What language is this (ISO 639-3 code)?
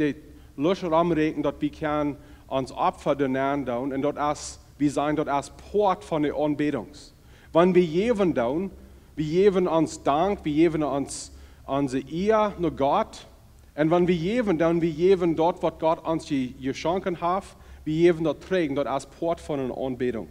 pdt